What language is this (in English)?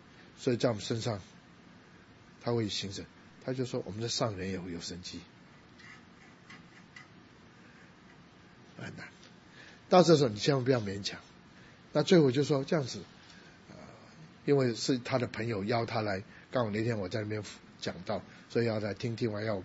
Chinese